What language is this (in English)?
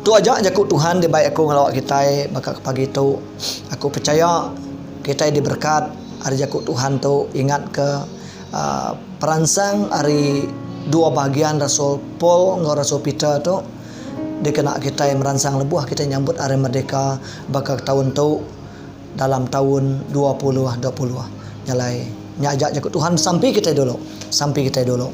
Iban